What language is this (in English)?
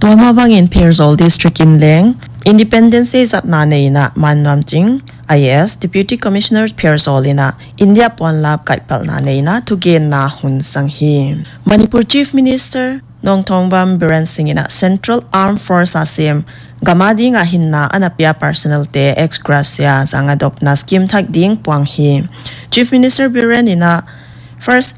Paite Chin